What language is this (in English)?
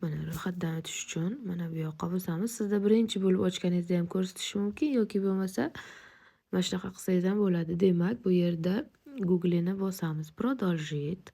Uzbek